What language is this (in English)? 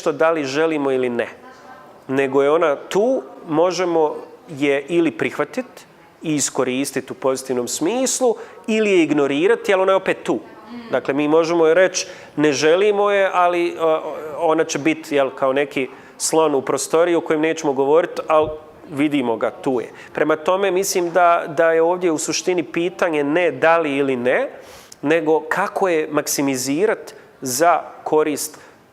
Bosnian